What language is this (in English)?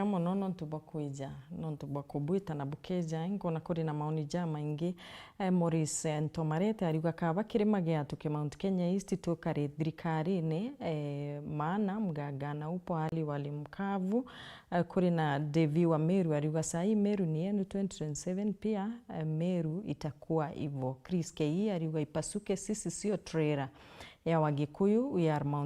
Meru